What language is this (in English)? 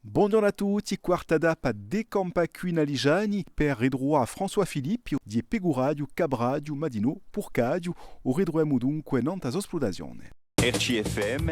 Corsican